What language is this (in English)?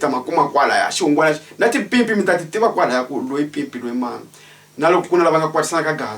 Tsonga